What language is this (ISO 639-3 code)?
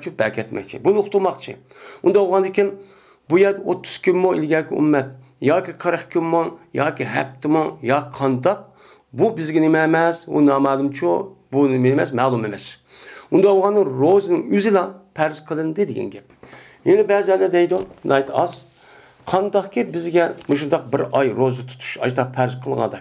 uig